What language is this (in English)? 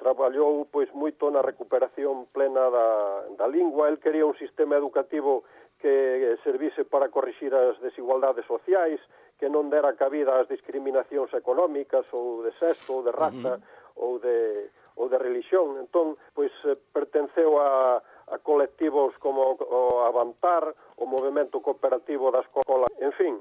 Galician